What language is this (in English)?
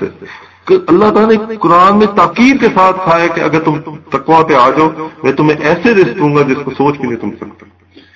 Urdu